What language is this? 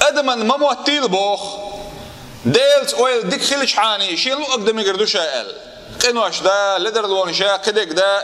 Chechen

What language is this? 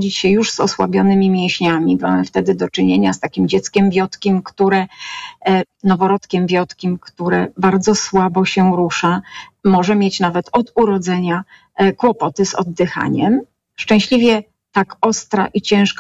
Polish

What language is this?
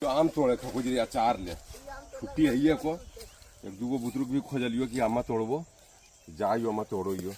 Magahi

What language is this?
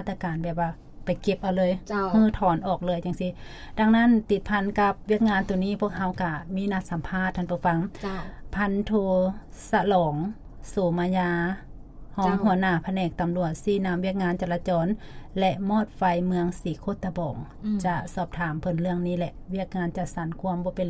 Lao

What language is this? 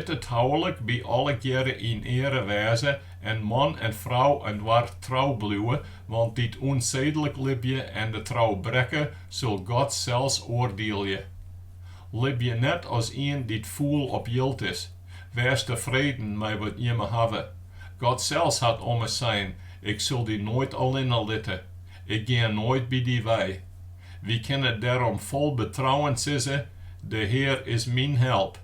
Western Frisian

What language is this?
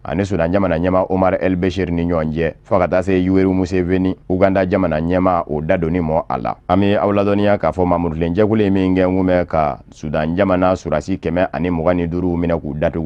Bambara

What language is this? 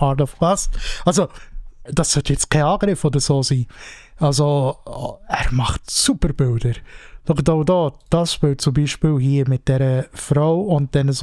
Swiss German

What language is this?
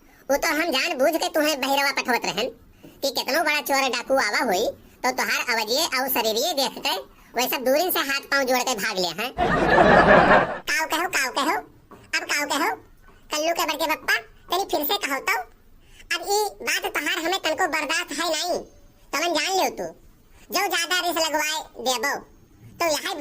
Awadhi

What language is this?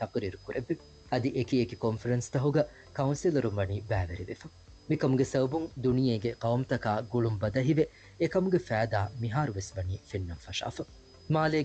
Divehi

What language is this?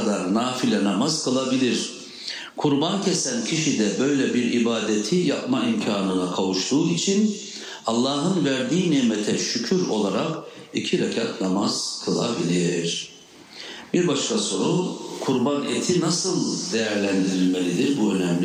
Turkish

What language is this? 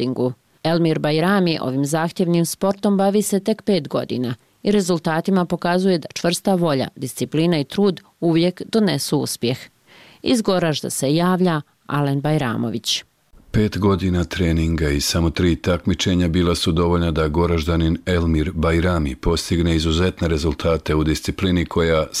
Bosnian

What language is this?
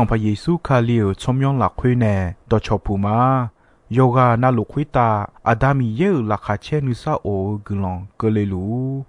Akha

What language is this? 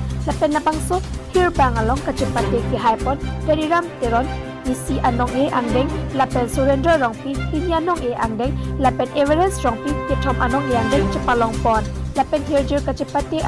Karbi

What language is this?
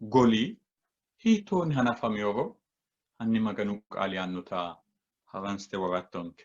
Sidamo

